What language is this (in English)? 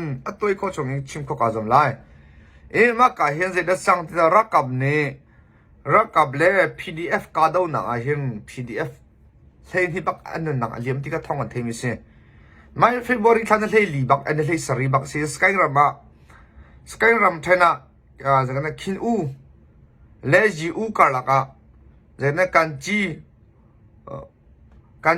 Hakha Chin